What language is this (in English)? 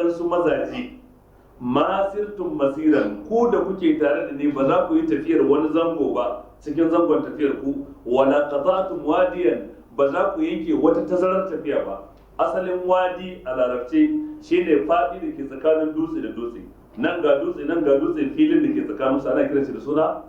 Hausa